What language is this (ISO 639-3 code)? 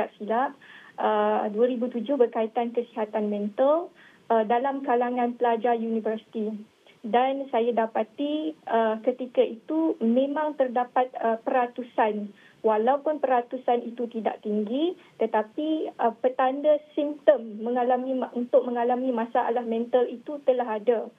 msa